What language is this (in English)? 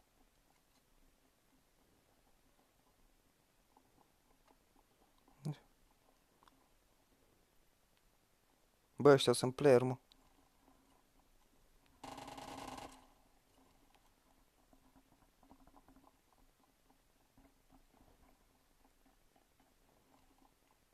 Romanian